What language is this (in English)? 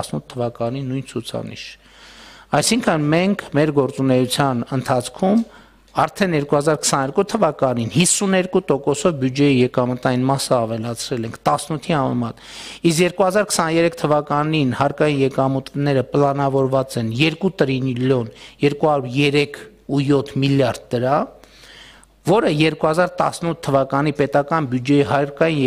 Armenian